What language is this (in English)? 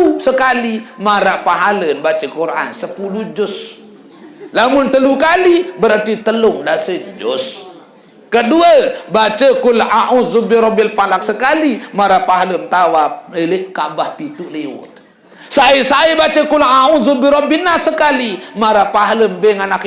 Sasak